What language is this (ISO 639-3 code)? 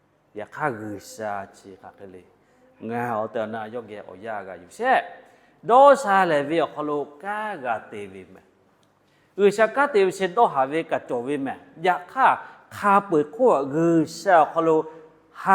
lhu